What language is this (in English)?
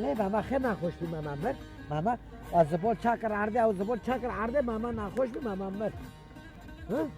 Kurdish